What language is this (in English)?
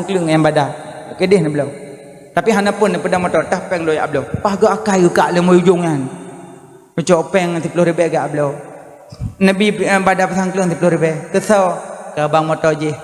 Achinese